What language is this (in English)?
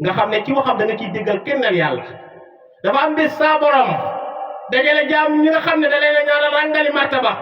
Wolof